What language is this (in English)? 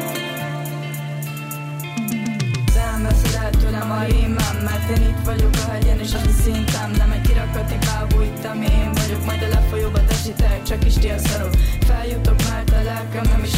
Hungarian